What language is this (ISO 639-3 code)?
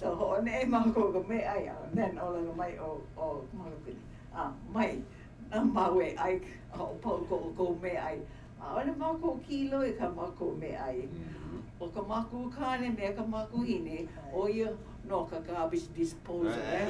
haw